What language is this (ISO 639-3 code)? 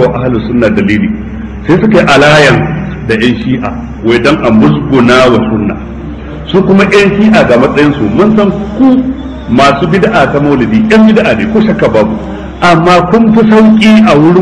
hau